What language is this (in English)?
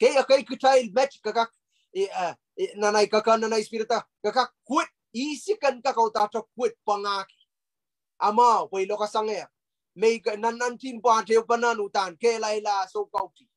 Pohnpeian